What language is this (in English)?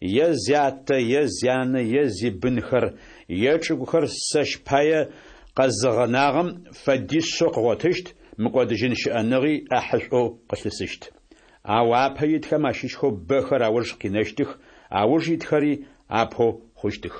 Adyghe